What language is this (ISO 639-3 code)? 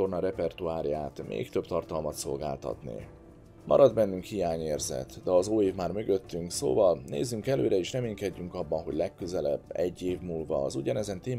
hun